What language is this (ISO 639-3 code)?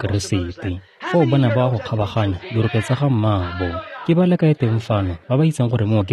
tsn